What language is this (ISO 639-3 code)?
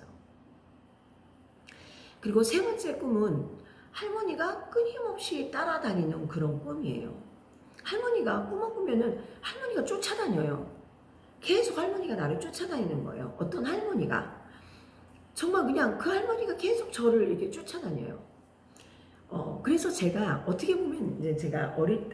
kor